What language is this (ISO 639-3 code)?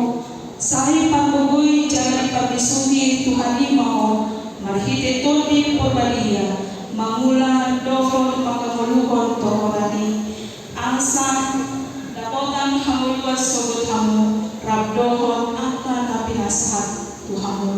bbc